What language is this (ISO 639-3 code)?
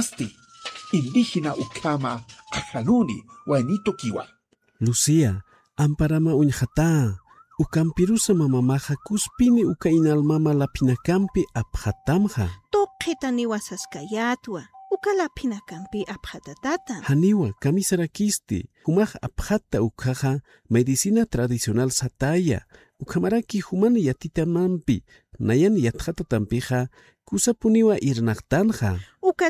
aym